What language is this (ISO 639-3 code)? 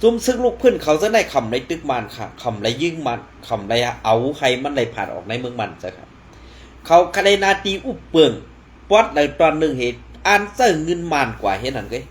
shn